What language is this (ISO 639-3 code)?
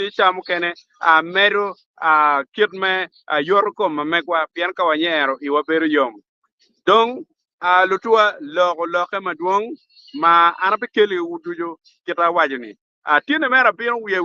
ach